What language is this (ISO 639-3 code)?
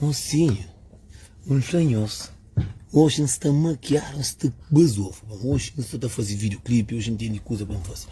kea